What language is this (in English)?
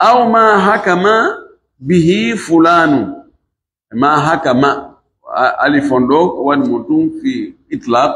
Pular